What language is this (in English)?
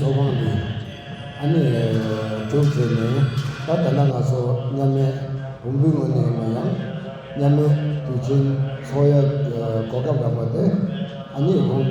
Tibetan